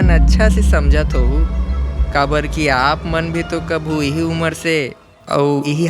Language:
Chhattisgarhi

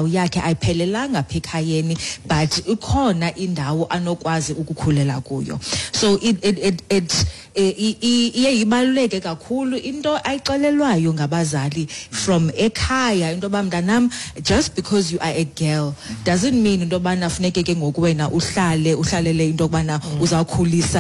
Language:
Xhosa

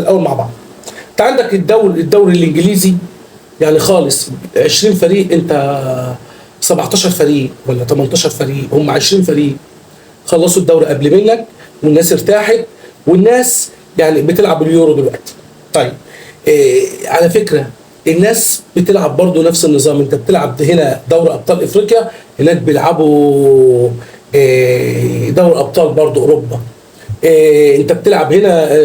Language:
Egyptian Arabic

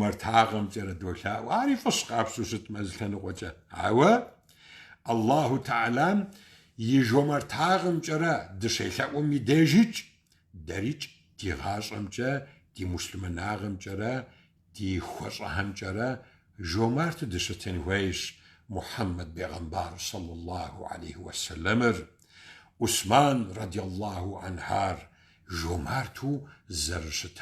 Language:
Kabardian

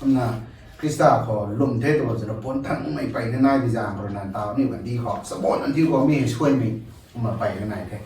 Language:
Rongmei Naga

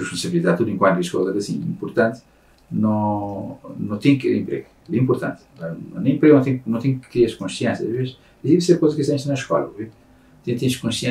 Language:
Kabuverdianu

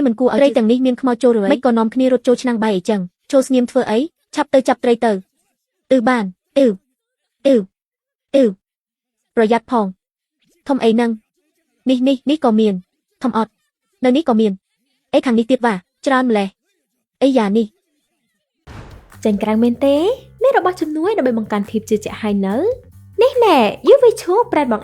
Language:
Khmer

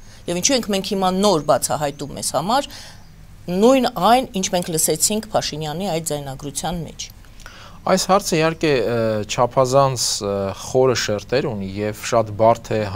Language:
Armenian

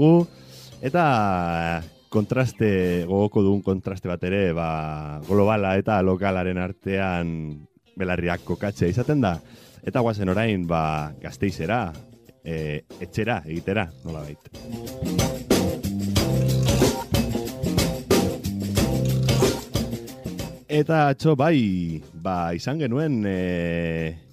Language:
Basque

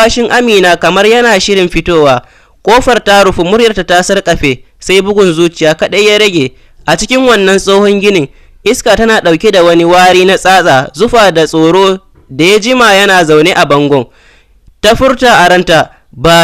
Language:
Hausa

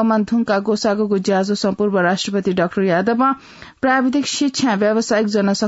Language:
Newari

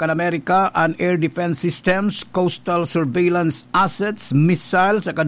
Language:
Bikol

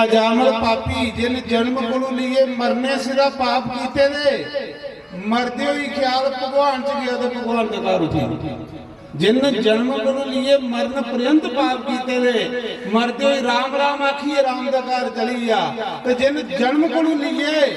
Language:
Dogri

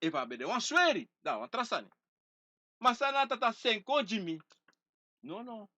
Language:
Sranan Tongo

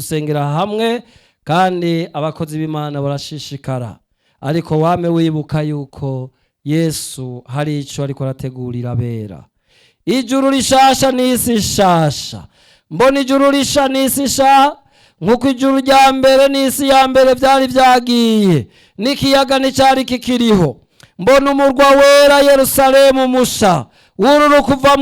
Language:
Rundi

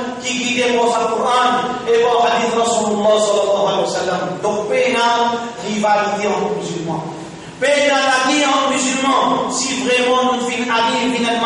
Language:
Morisyen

